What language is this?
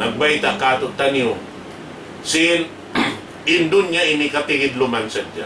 Tausug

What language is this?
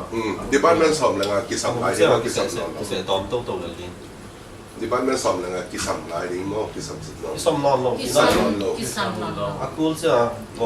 Tedim Chin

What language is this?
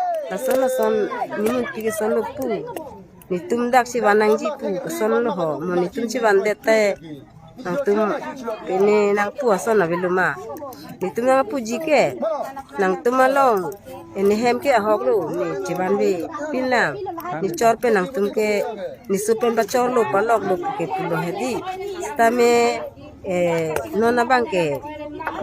Karbi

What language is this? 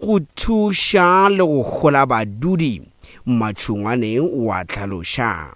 Northern Sotho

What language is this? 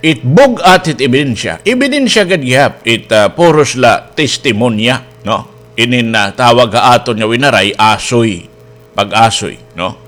Waray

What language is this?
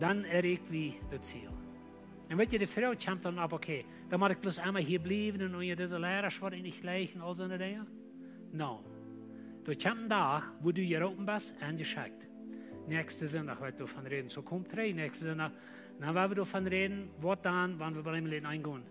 Plautdietsch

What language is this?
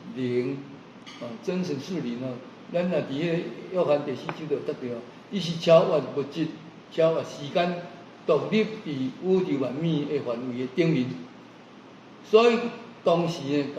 Min Nan Chinese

